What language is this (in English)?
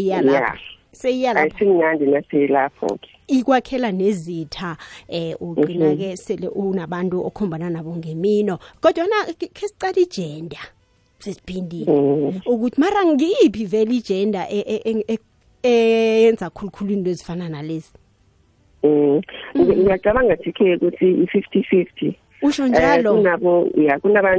South Ndebele